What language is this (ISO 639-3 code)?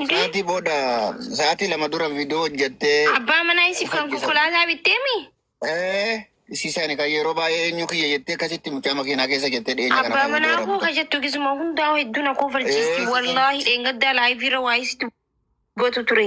orm